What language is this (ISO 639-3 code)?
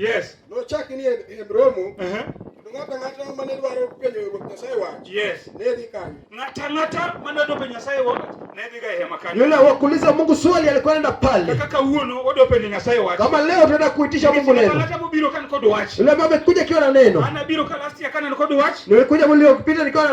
luo